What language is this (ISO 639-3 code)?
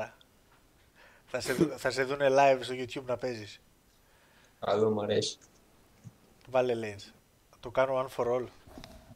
ell